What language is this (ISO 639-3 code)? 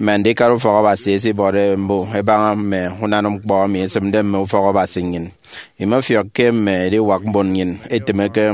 efi